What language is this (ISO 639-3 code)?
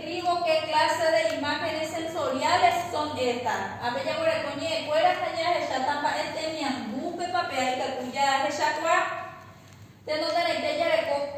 grn